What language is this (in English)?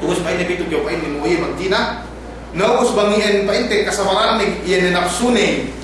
Yakan